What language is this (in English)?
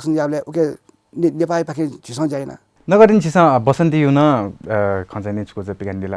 Newari